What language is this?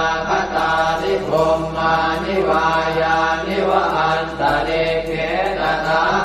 Pali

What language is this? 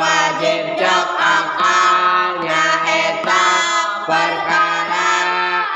Sundanese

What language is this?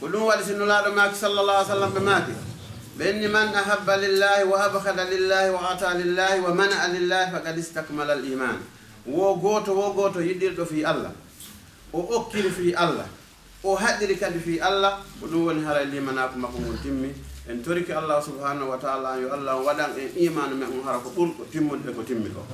Fula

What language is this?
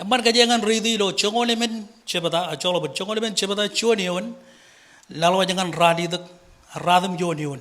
Marshallese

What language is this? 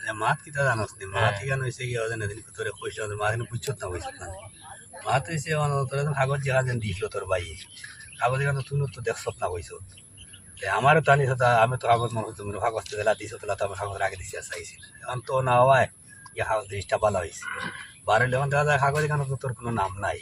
Sylheti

